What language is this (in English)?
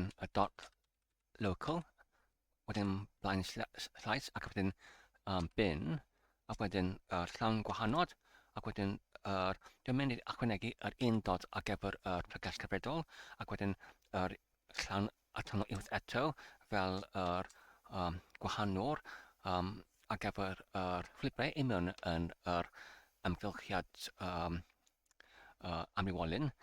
Welsh